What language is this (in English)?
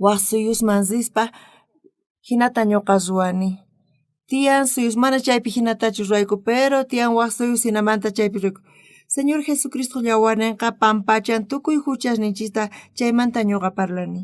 South Bolivian Quechua